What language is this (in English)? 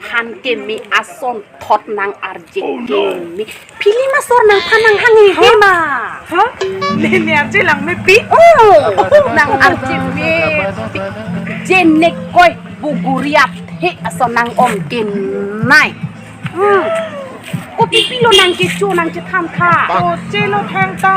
Karbi